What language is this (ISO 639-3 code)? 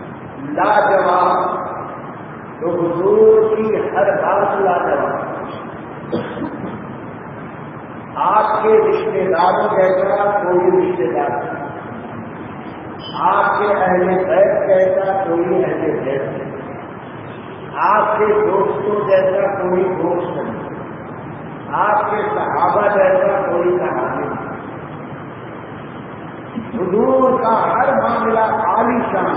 urd